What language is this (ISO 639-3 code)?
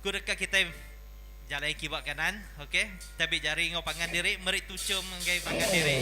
iba